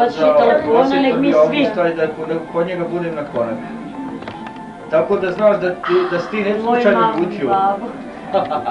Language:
Bosnian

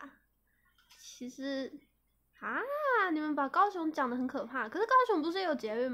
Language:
Chinese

